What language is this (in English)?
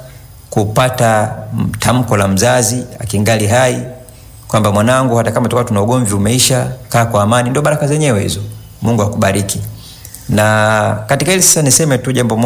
Swahili